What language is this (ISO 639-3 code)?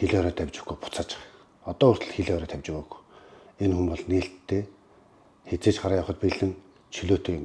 mon